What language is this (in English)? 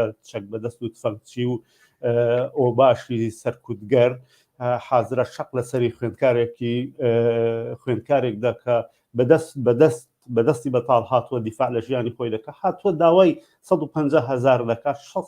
Central Kurdish